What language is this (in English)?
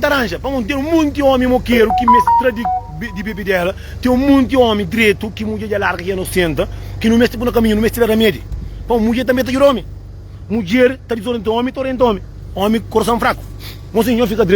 Kabuverdianu